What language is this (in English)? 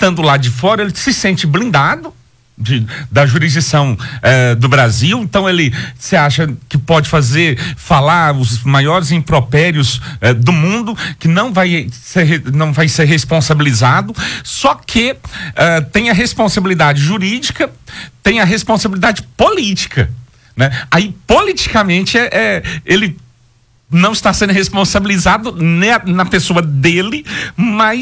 Portuguese